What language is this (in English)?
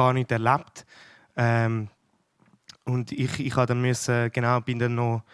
Swiss German